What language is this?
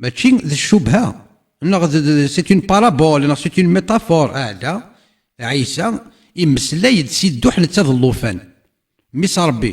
Kabyle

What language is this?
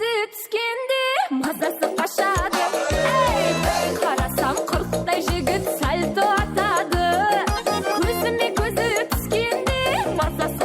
Kara-Kalpak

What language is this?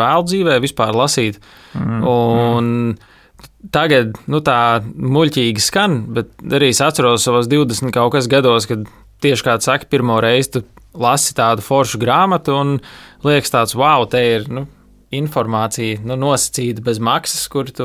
Latvian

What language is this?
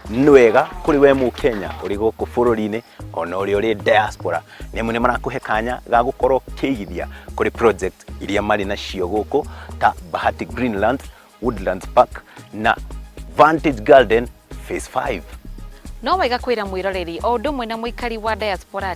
Kikuyu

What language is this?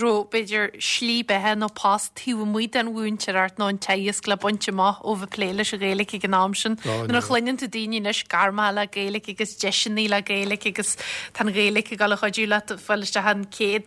Irish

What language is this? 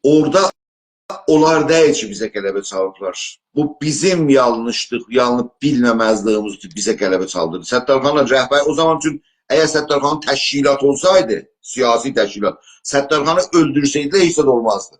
South Azerbaijani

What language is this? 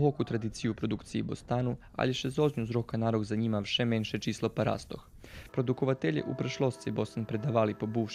Rusyn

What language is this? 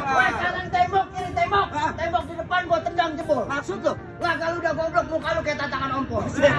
Betawi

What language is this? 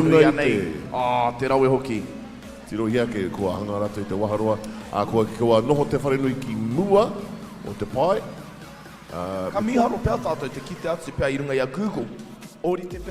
Māori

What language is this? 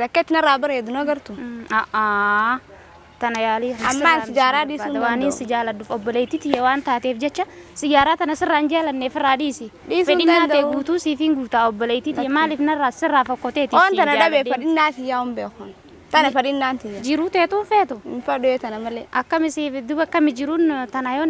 Oromo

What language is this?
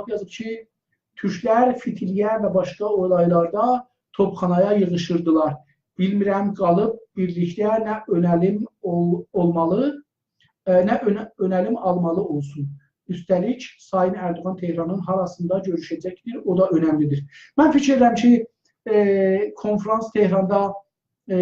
South Azerbaijani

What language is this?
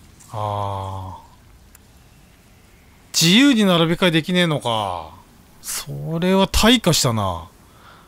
Japanese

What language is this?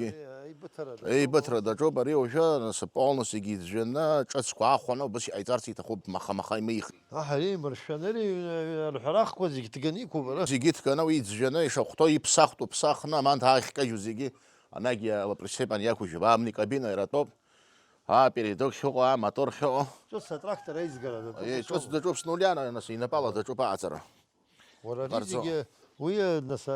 Abkhazian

